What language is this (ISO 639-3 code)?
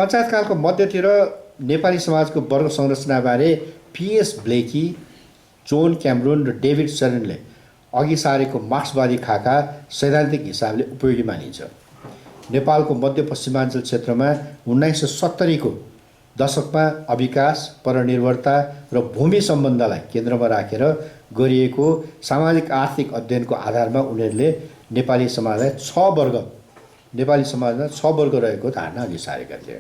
nep